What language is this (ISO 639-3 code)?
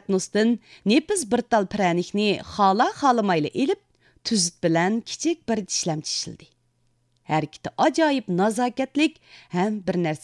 uig